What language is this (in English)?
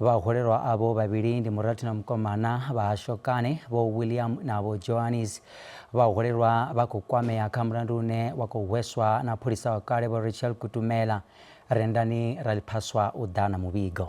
Venda